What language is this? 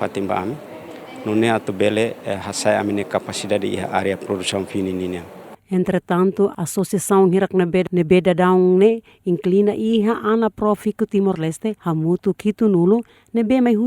Tetum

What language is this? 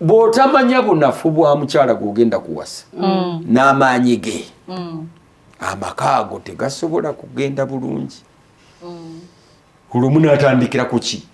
Ganda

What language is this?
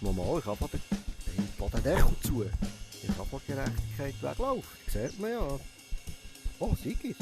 Swiss German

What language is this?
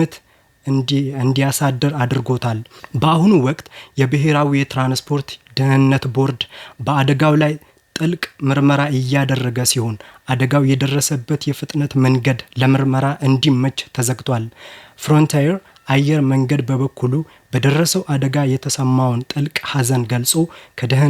Amharic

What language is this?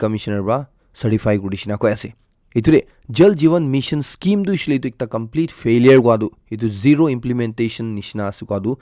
Naga Pidgin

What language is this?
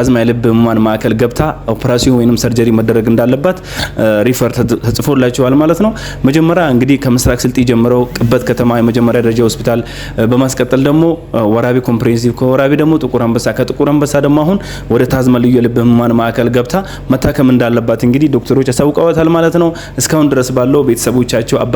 Amharic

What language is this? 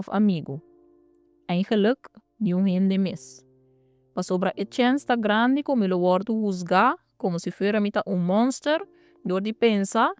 Papiamento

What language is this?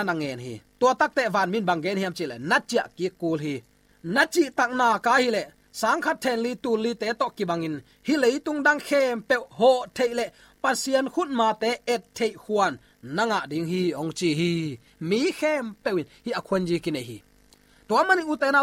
Tedim Chin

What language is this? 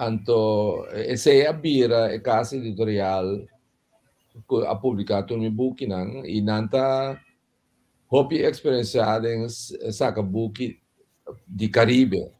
Papiamento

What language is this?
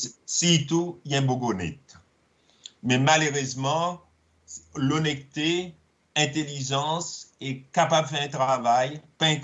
Seselwa Creole French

